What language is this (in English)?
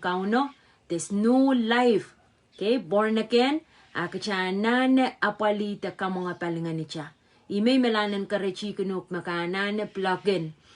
Pohnpeian